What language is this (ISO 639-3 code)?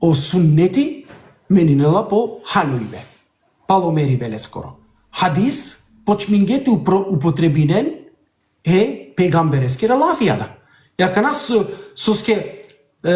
rmn